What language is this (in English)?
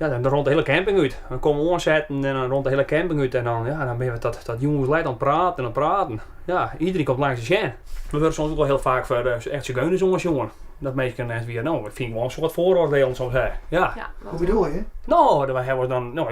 Western Frisian